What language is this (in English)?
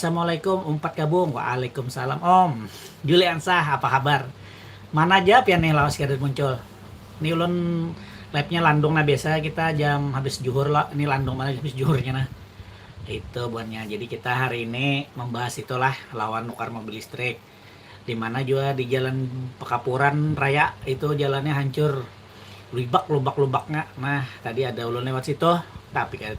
Banjar